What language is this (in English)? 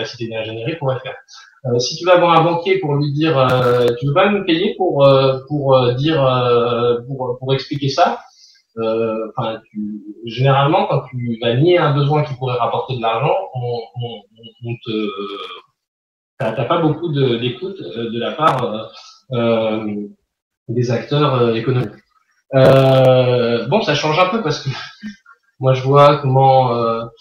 French